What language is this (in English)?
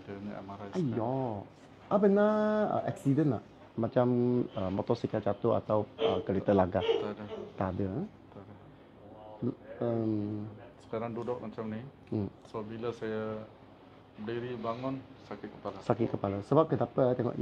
Malay